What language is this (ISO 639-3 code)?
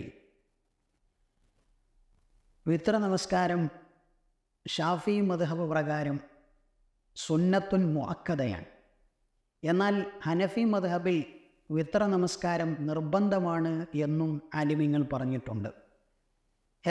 mal